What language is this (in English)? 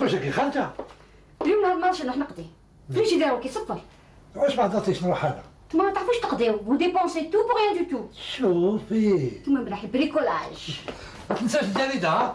Algerian Arabic